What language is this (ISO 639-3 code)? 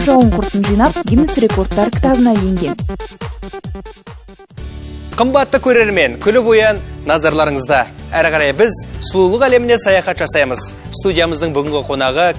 kaz